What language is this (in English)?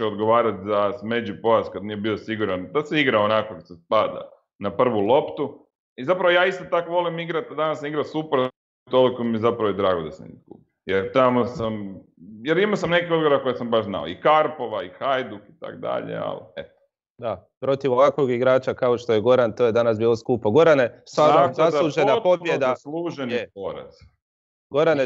Croatian